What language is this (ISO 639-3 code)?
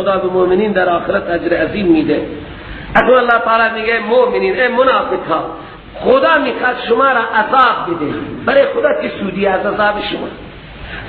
fas